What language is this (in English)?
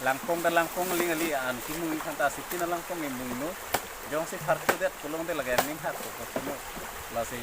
Karbi